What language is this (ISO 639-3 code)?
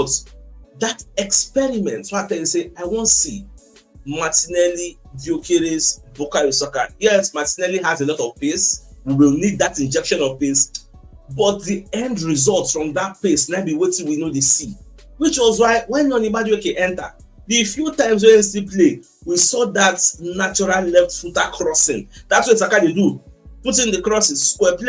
pcm